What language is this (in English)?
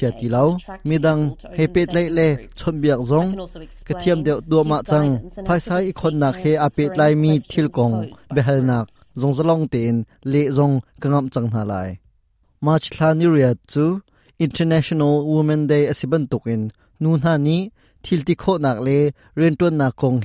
Hakha Chin